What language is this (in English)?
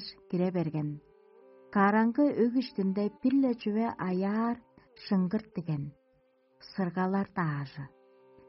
Tuvinian